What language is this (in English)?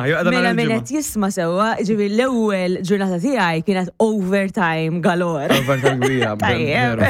Maltese